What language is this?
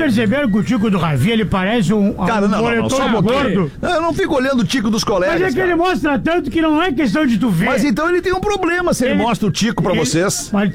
Portuguese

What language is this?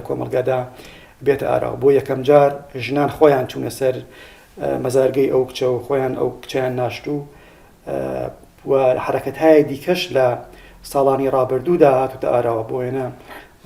Central Kurdish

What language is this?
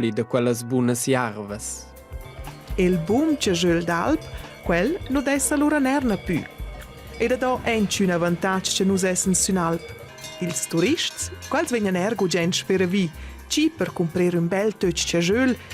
Romansh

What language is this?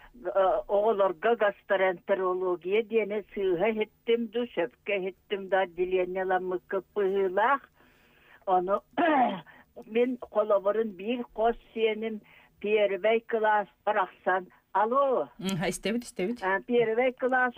Yakut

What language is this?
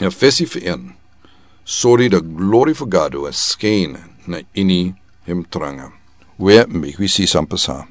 Sranan Tongo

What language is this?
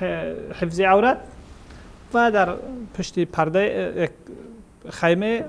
Persian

